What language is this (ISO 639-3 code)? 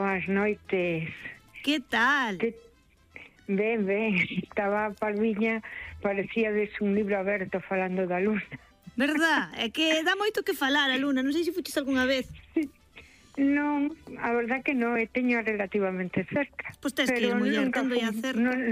glg